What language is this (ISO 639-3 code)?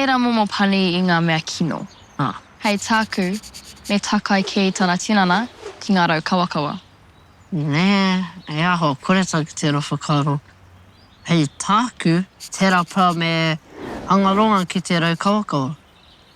mri